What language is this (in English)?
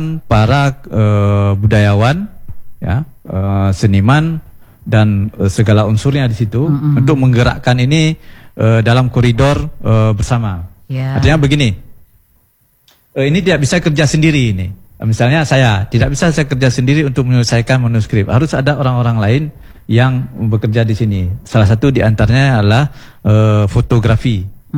Indonesian